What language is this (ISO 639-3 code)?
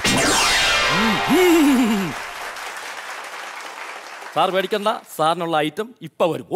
mal